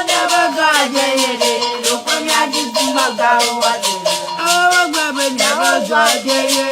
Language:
Ewe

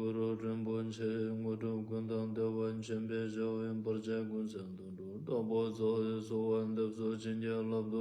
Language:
Ladakhi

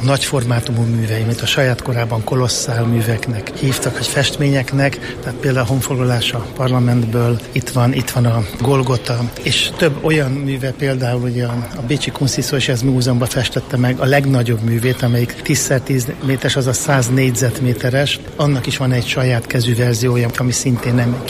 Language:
Hungarian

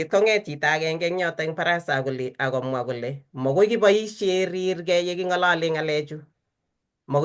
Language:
Kalenjin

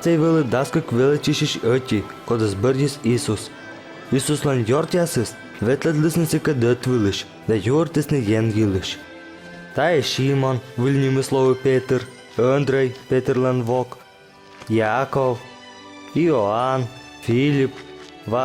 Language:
Komi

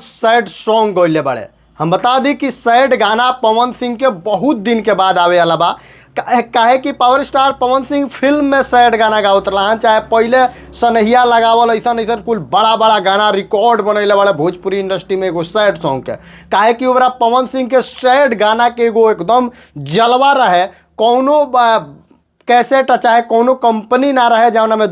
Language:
Bhojpuri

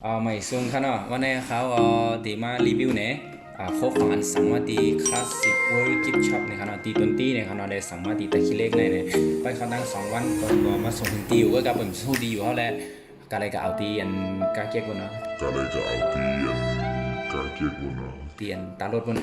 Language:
Shan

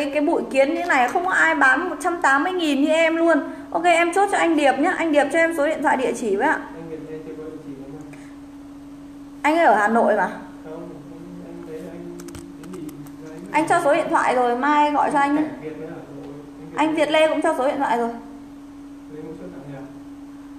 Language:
Vietnamese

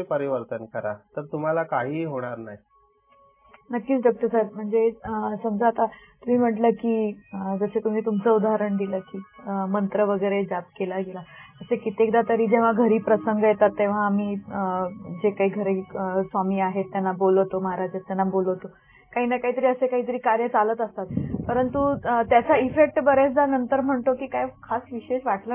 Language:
Marathi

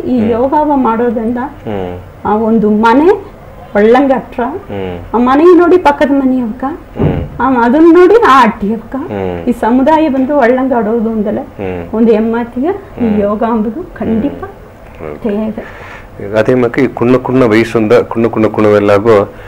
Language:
Badaga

